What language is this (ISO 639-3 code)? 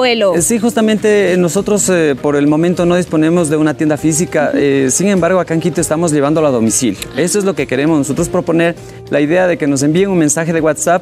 spa